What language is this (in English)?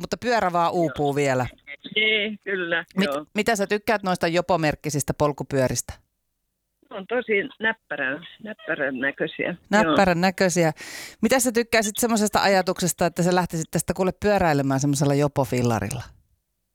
Finnish